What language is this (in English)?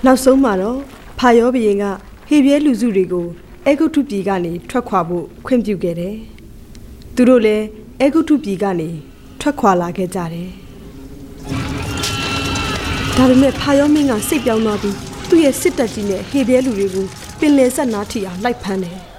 Burmese